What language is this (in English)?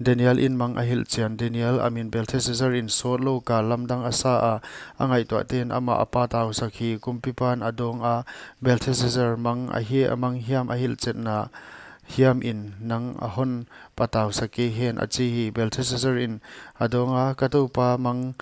Paite Chin